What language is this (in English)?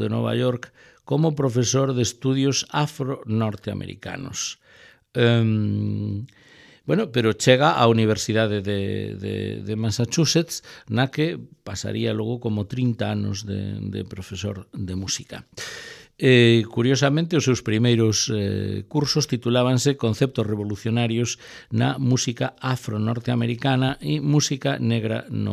Galician